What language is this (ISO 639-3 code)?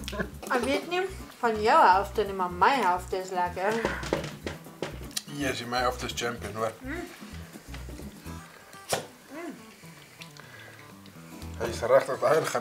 afr